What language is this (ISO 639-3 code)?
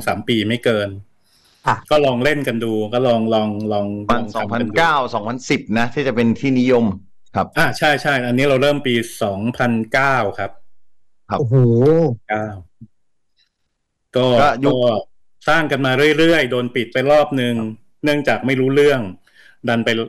tha